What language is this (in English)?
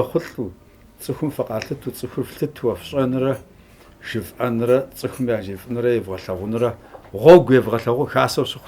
Kabardian